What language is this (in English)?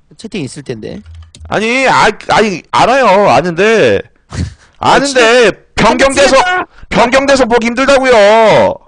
Korean